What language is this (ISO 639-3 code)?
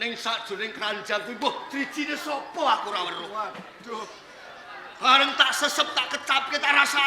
jav